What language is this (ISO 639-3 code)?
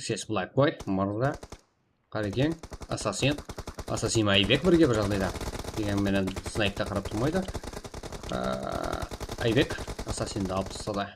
kaa